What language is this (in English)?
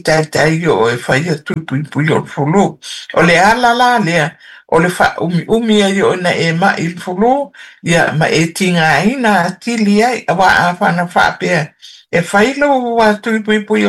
Samoan